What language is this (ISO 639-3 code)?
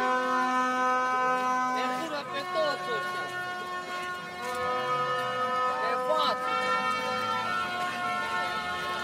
ron